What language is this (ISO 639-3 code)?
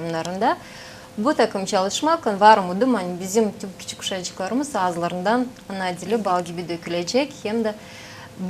gag